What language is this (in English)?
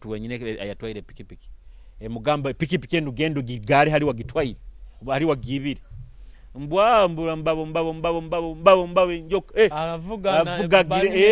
Nyoro